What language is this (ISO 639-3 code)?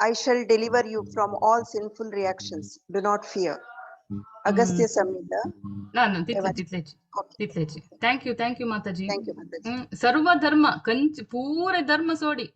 kok